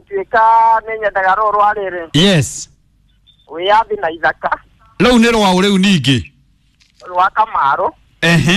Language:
Kikuyu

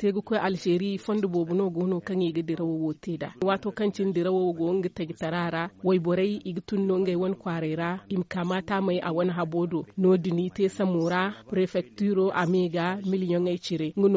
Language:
Zarma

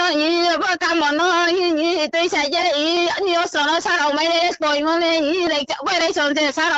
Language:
Riang (India)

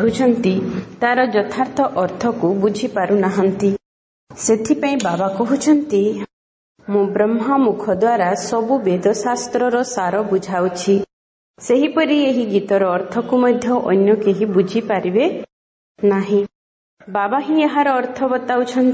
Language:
Odia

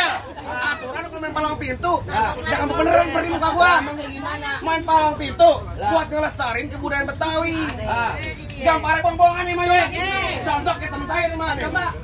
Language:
Betawi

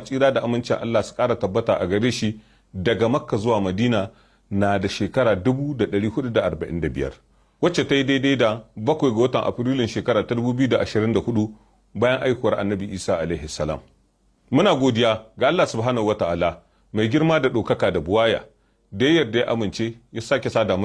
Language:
Hausa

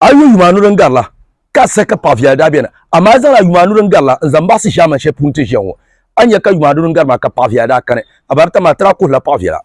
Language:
Dagbani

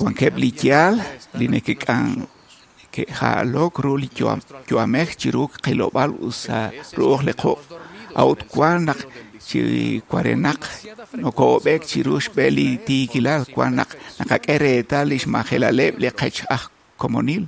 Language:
Kekchí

